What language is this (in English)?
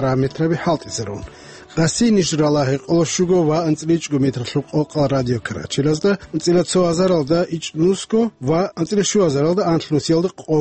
Avaric